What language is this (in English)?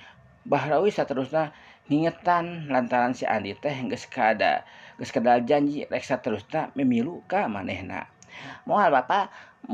Sundanese